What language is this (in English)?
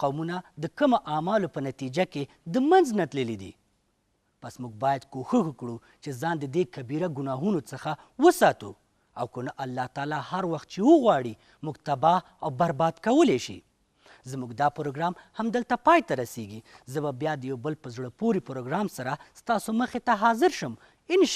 Pashto